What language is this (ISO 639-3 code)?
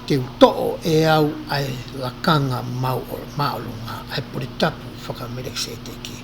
ton